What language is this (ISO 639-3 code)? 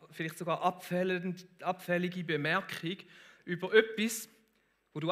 gsw